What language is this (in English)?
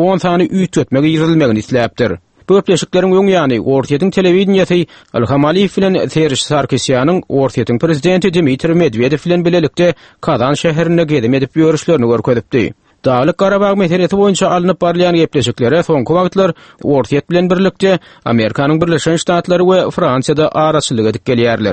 Turkmen